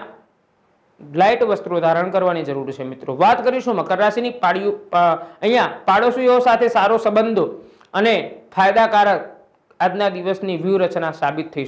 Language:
Gujarati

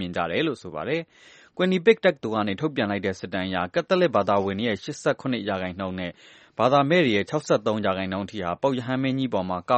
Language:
Burmese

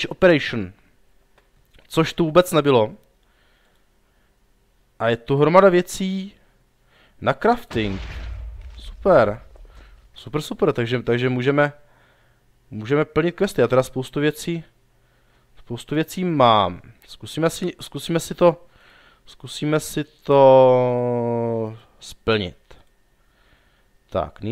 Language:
Czech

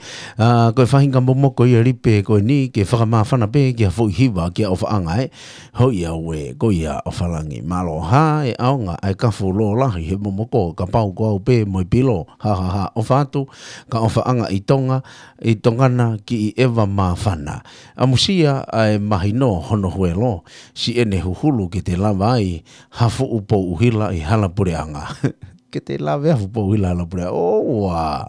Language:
Tongan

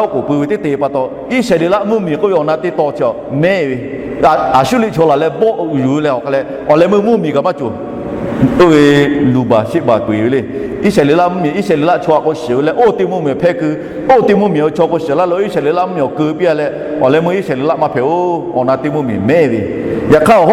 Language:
Lahu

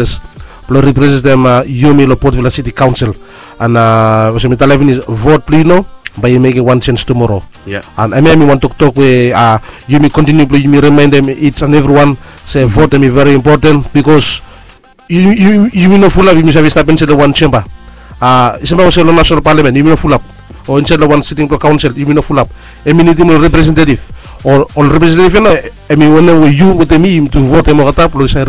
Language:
Bislama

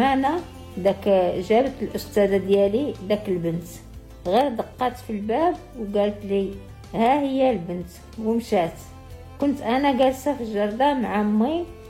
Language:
Moroccan Arabic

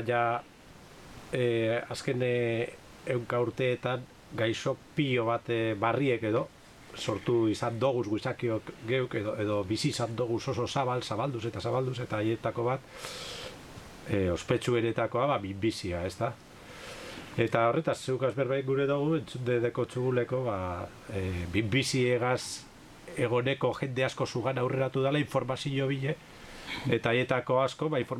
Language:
Basque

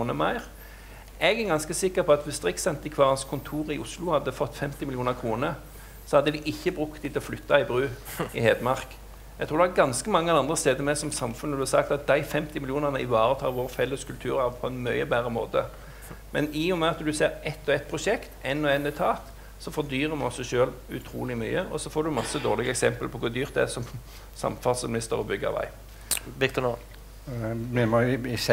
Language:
Norwegian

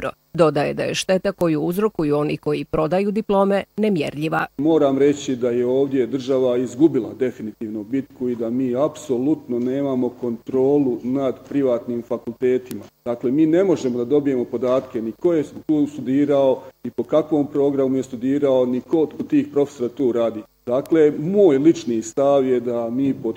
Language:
Bosnian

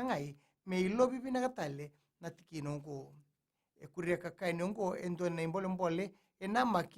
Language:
Fijian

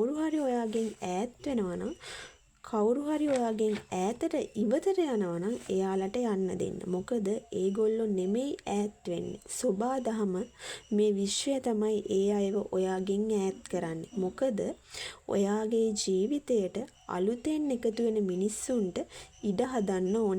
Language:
Sinhala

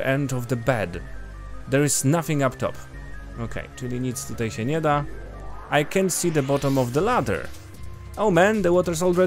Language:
Polish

